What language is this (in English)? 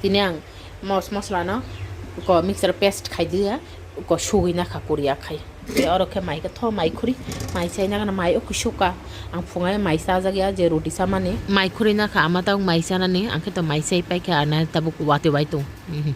Kok Borok